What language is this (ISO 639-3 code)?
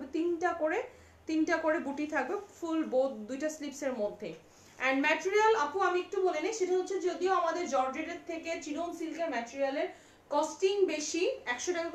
ben